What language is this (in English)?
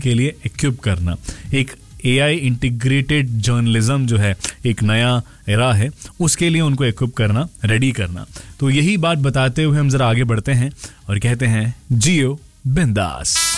Hindi